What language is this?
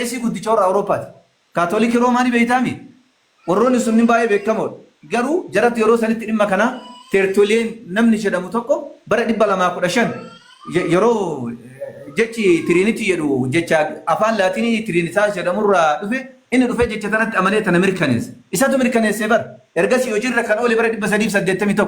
Oromo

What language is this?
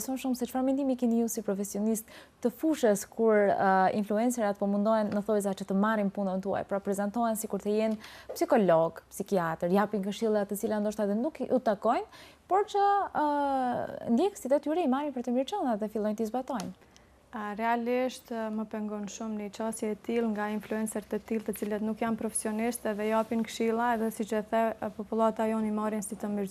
Albanian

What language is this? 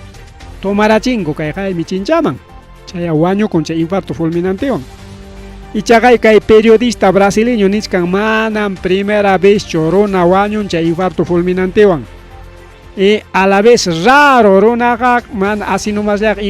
Ayacucho Quechua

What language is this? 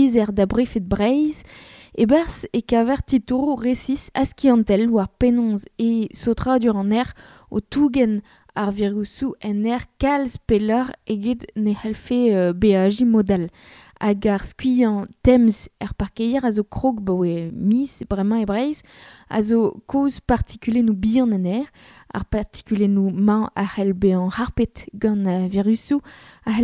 Breton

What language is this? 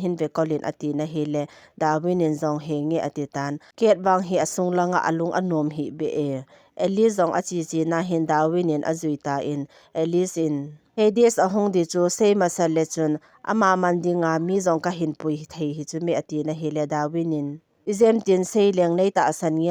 Thado Chin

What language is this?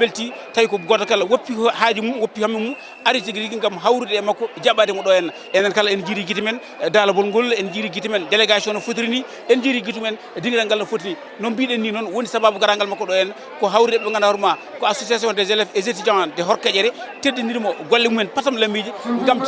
Fula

